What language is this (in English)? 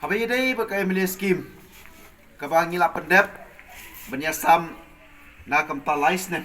Khasi